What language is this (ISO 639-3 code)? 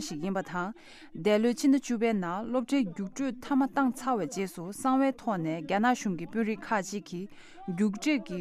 lav